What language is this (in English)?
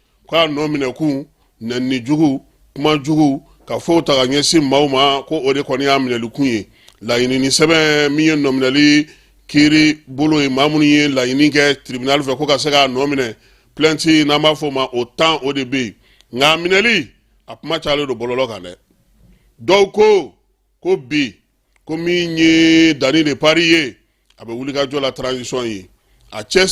Bambara